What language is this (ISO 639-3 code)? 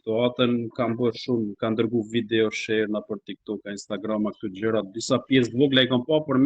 sqi